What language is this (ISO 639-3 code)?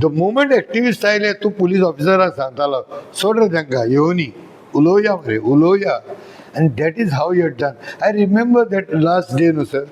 kok